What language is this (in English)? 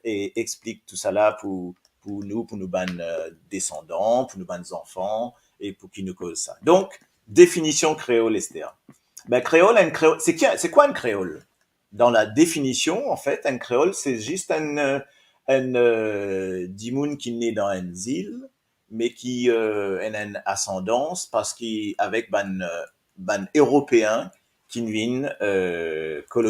Morisyen